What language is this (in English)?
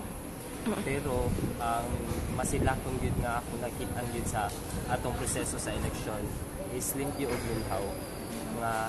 Cebuano